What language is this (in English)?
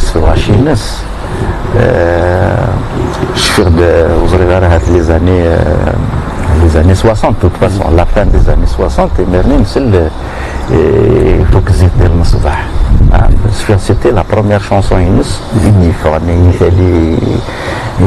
Kabyle